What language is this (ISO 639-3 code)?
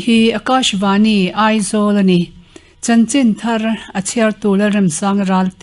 lus